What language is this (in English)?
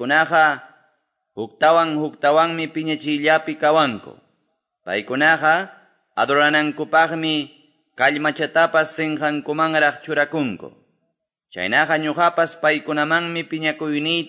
Quechua